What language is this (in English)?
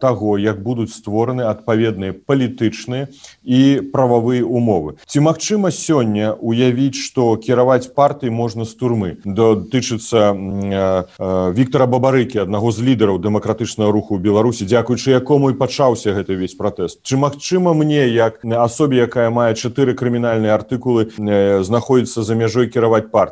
Belarusian